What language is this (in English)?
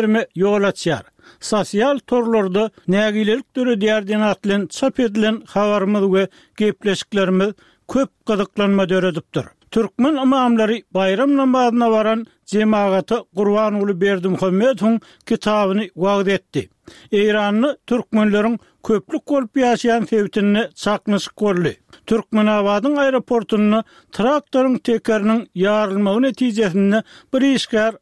Turkmen